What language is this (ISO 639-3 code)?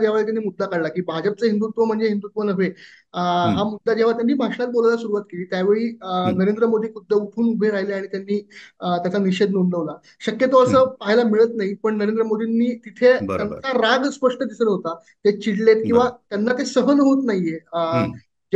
mar